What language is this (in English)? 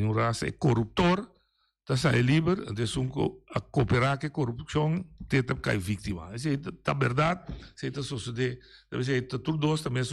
Papiamento